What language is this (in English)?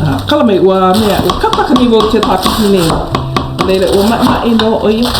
Hawaiian